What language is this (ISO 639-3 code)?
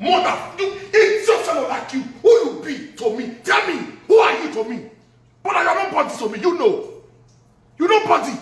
pcm